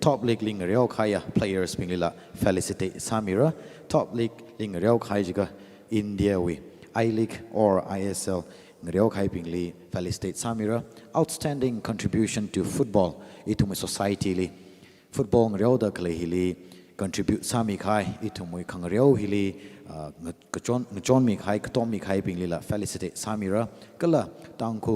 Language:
Tangkhul Naga (India)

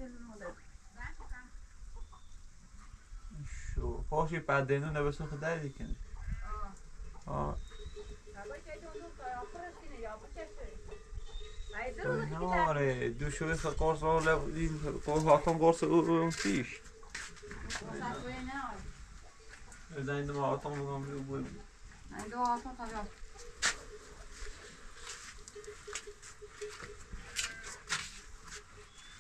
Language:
Persian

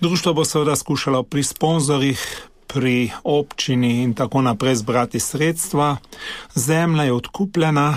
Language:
Slovenian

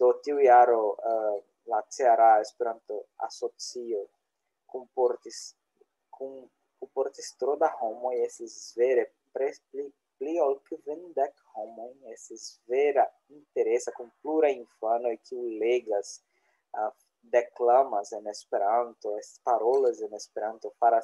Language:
Esperanto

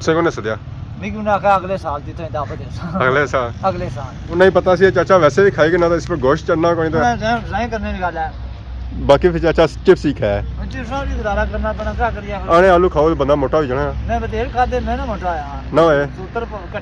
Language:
Pahari-Potwari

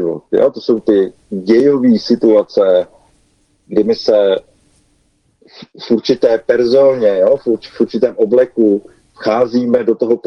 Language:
Czech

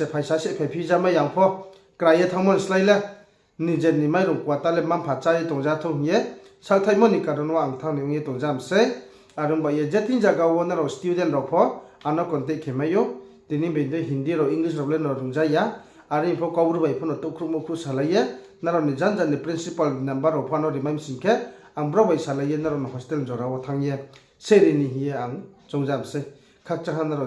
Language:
Riang (India)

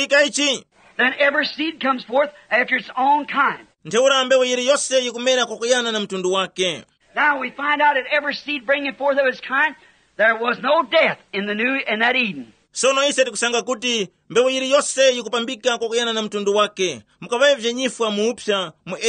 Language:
Tumbuka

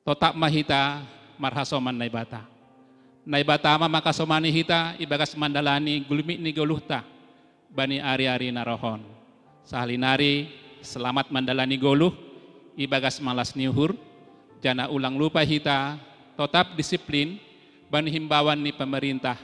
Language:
Batak Simalungun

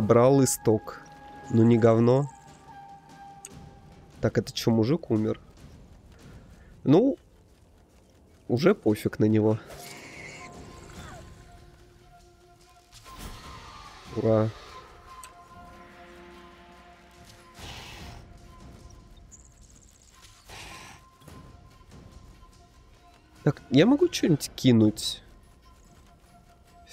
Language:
Russian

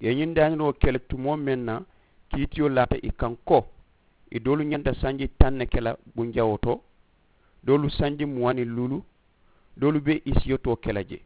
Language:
Mandingo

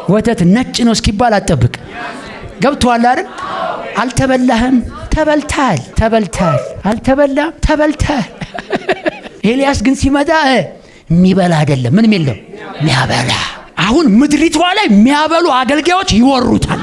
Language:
Amharic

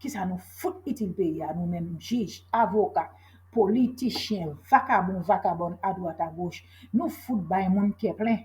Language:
Haitian Creole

